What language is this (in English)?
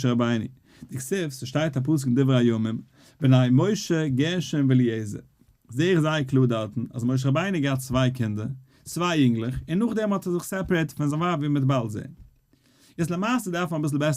Yiddish